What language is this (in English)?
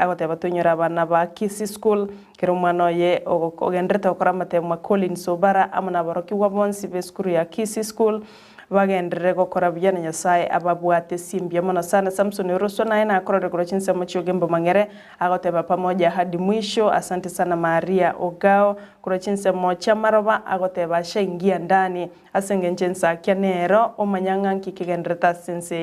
Gusii